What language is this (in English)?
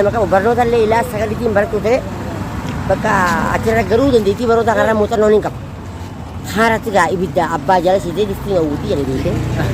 Oromo